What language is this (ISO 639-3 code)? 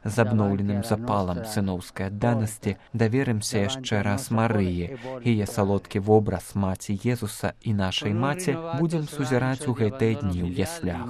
bel